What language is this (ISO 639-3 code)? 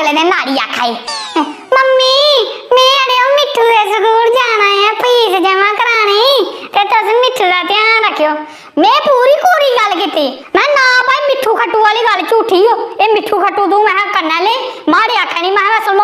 doi